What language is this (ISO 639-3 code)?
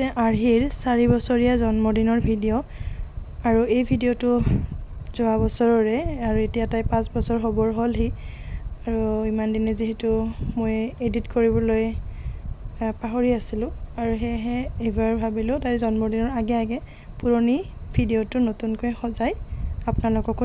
asm